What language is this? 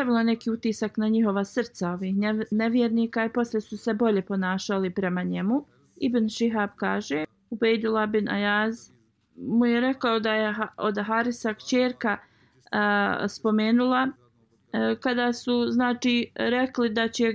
Bosnian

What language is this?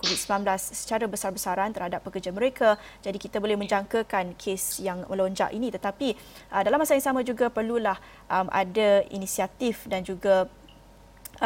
Malay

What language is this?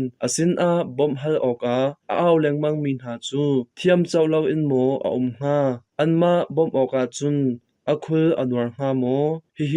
Hakha Chin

